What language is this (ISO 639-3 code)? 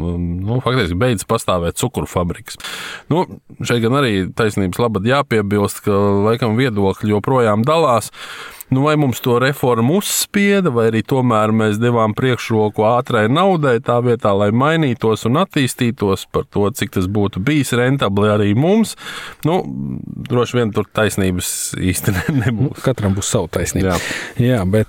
lav